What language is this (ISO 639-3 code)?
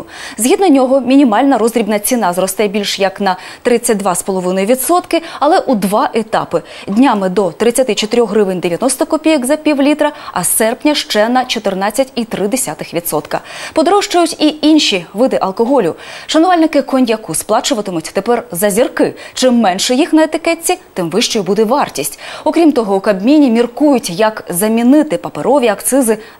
ukr